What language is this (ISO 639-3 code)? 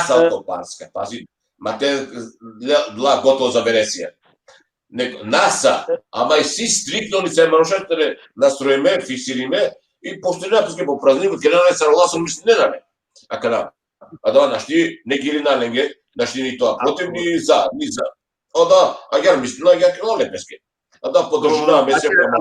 rmn